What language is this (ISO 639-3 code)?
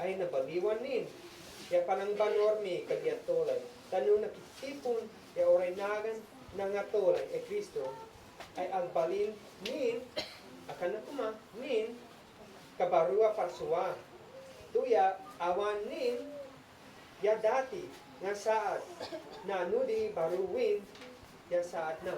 isd